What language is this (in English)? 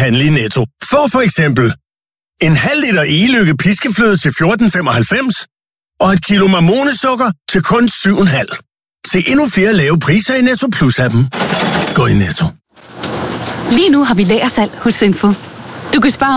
Danish